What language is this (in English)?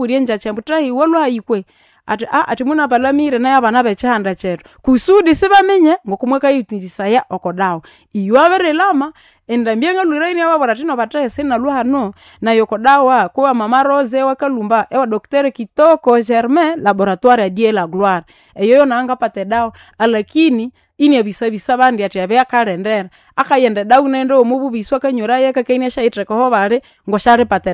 Nande